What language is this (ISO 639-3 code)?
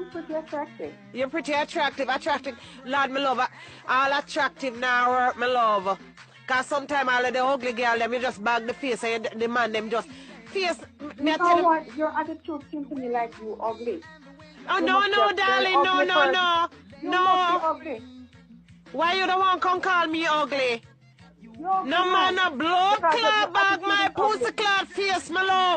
jam